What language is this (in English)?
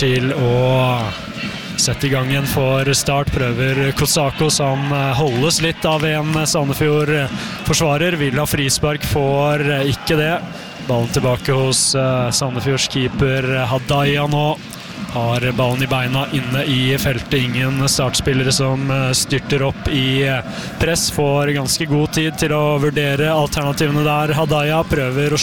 Norwegian